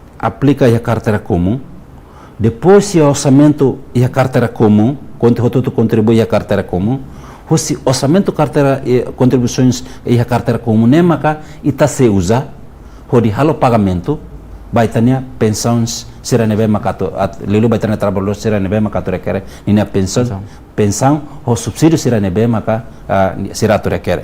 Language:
Tetum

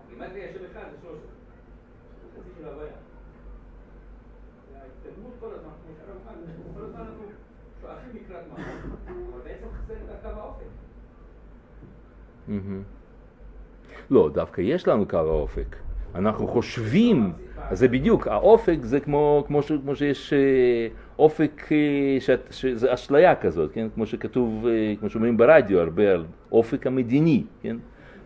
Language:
Hebrew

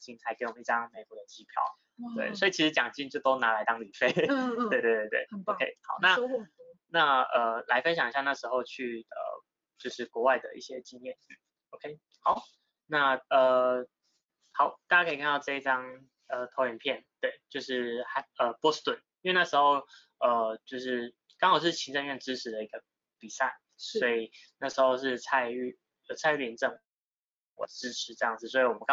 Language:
Chinese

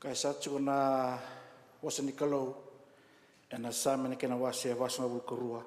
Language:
Fijian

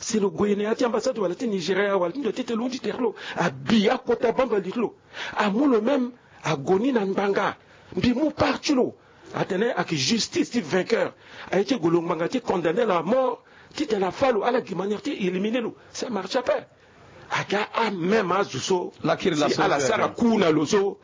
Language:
Sango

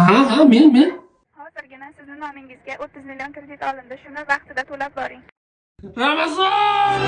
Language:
Uzbek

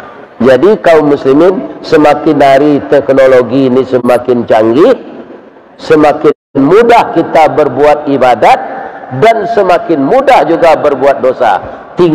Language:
Minangkabau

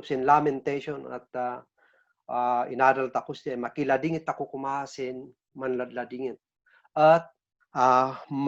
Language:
Kankanaey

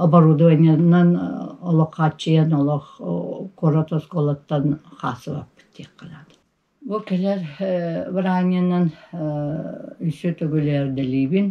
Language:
Yakut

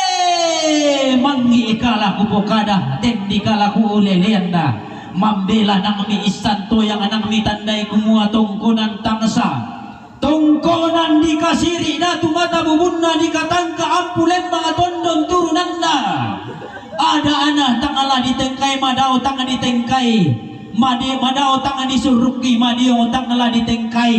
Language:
Toraja-Sa'dan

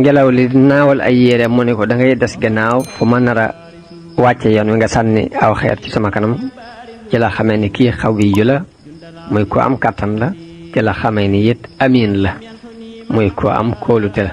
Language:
Wolof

